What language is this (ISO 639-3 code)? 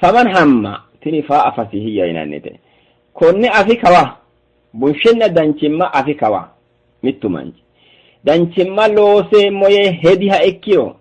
sid